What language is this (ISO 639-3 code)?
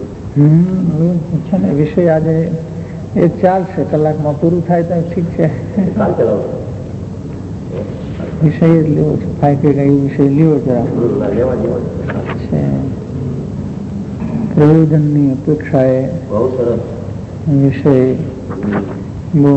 guj